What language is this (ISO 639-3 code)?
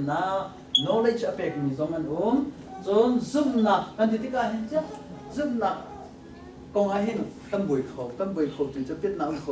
cnh